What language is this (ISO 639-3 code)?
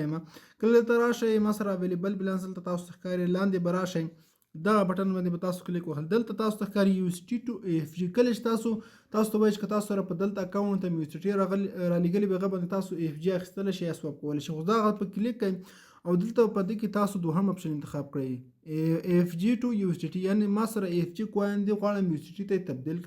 pus